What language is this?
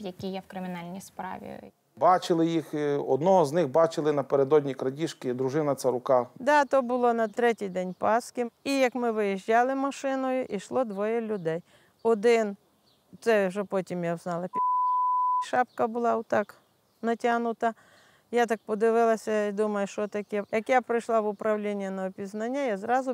Ukrainian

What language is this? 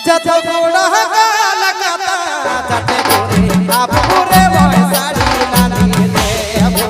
Sadri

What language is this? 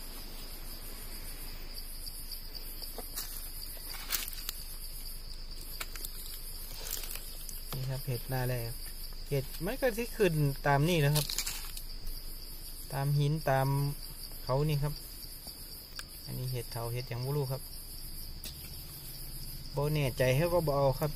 Thai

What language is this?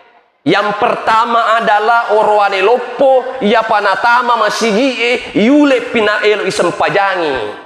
Buginese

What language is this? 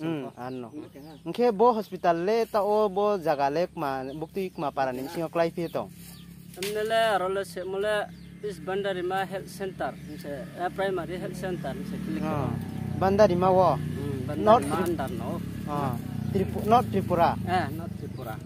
Riang (India)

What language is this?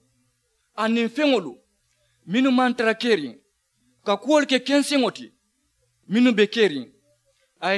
Mandingo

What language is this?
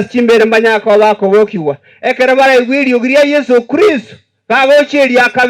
Gusii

